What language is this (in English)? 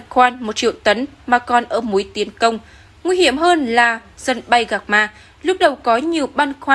Vietnamese